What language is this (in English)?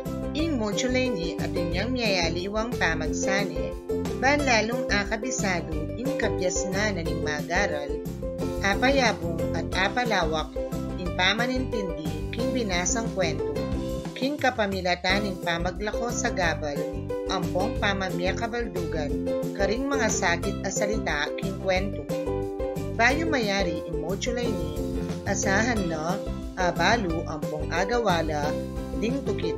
Pampanga